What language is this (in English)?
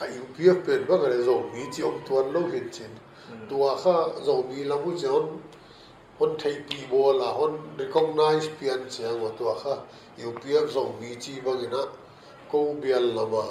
Paite Chin